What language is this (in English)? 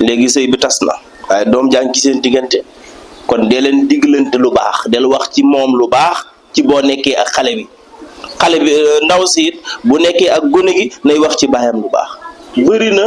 Wolof